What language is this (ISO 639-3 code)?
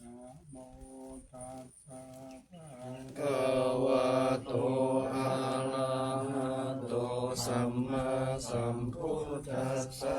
pli